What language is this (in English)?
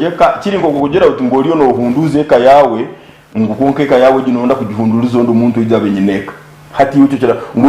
Nyankole